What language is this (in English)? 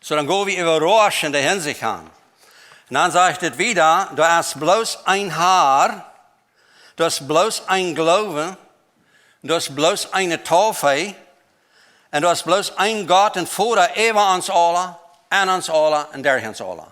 Plautdietsch